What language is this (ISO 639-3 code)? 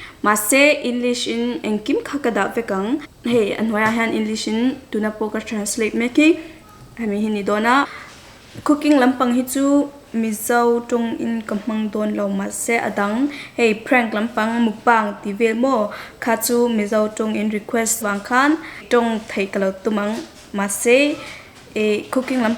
lus